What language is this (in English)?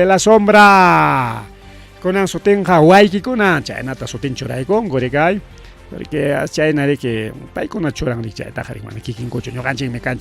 Ayacucho Quechua